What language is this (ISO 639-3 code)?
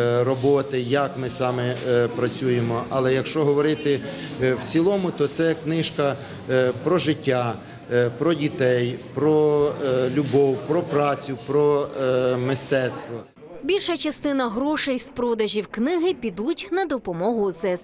ukr